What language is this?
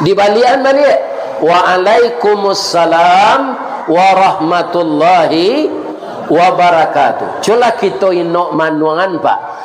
Minangkabau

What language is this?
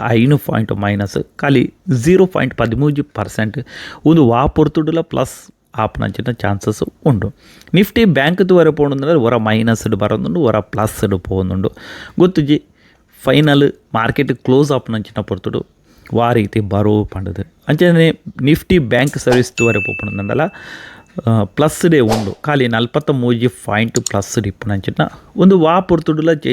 Tulu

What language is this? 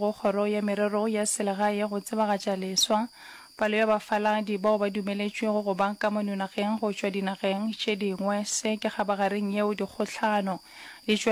Northern Sotho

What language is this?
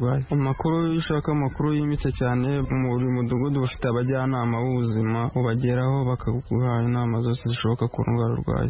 Kinyarwanda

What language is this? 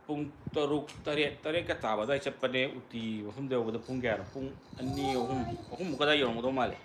Manipuri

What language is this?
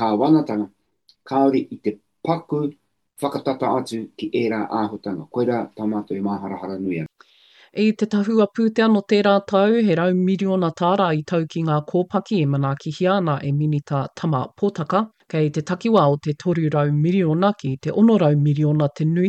Māori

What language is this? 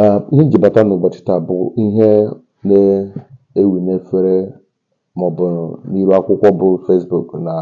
Igbo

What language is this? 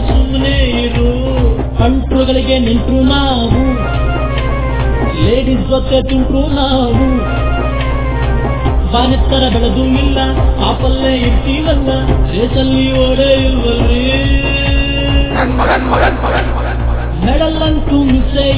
Kannada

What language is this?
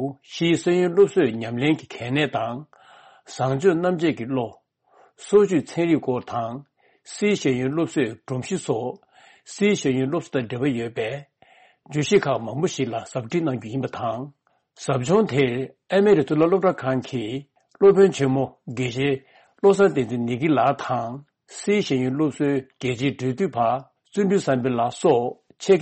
Tibetan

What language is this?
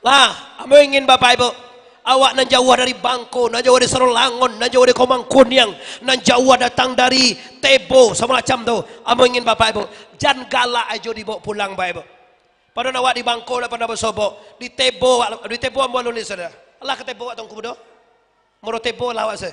Minangkabau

